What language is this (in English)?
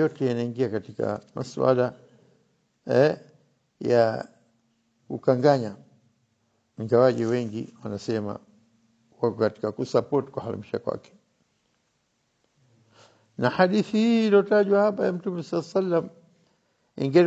Swahili